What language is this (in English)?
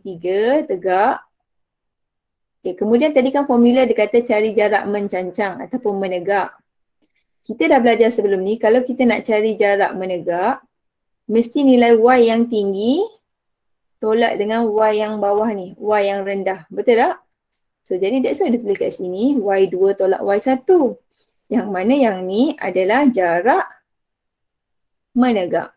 Malay